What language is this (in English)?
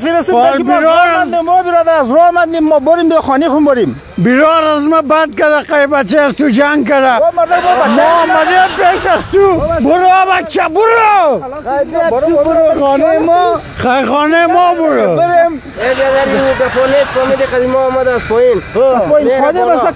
Persian